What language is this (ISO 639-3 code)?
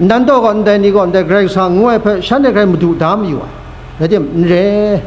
kac